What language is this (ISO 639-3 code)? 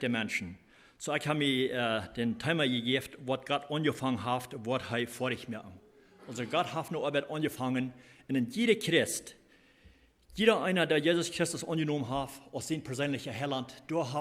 pdt